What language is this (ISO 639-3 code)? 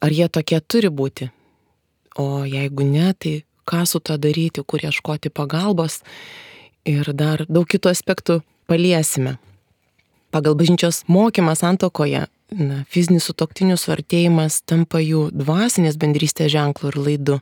lit